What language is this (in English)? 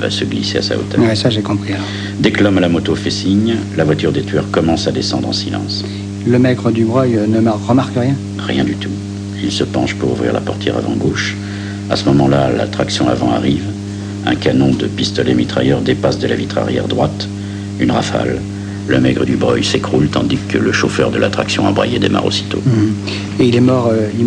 French